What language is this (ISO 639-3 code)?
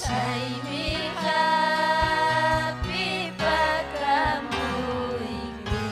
quy